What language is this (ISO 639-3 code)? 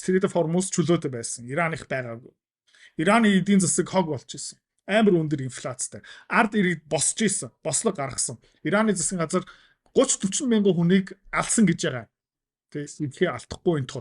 mon